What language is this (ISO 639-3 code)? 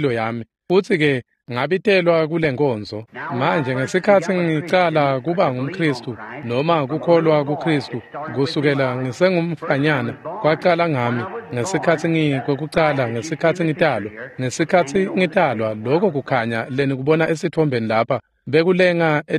ssw